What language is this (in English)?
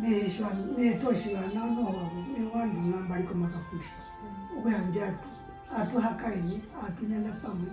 Herero